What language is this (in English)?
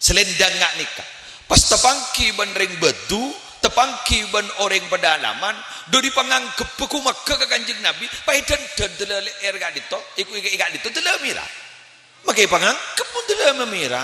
Madurese